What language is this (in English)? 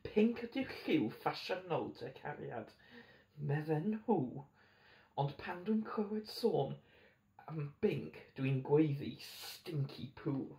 Welsh